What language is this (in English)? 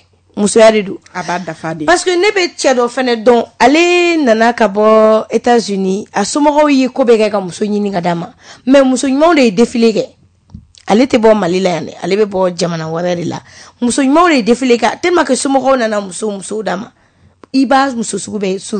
Bambara